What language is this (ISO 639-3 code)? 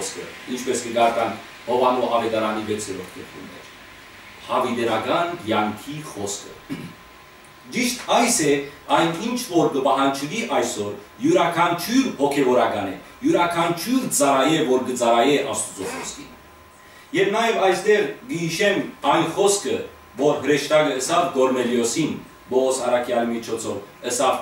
hyw